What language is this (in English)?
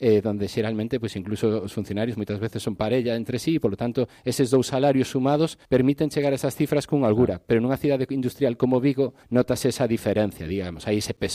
Galician